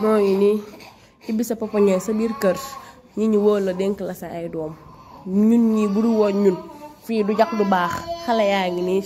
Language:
Wolof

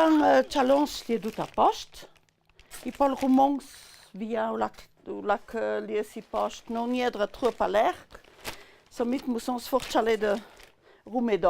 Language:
Ladin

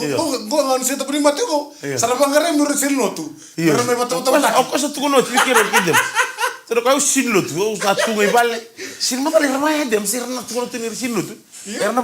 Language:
Fijian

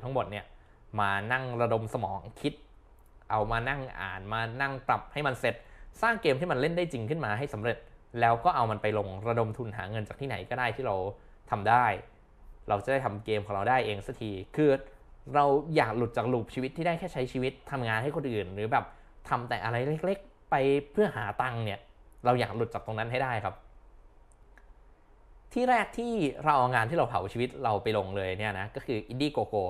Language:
Thai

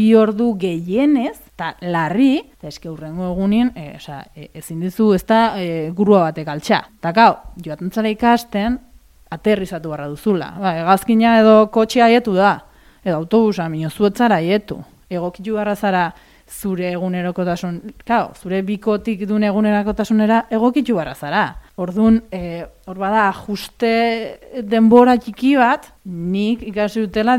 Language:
Basque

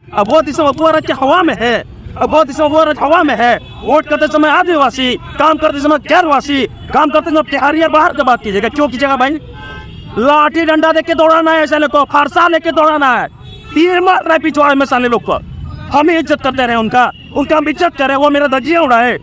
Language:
Santali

